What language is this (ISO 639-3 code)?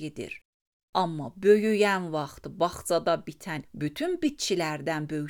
aze